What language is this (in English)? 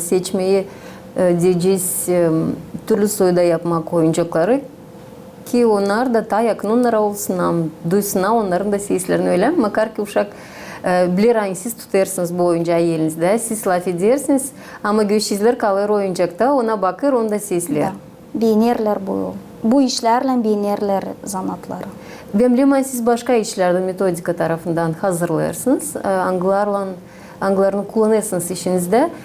Gagauz